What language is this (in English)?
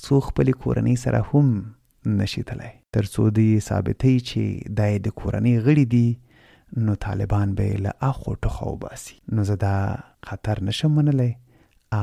Pashto